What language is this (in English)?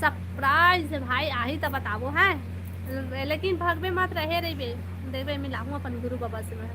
Chhattisgarhi